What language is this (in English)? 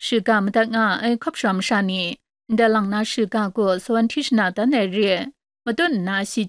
Kachin